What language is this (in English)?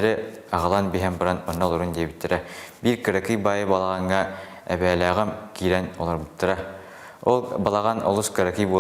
Yakut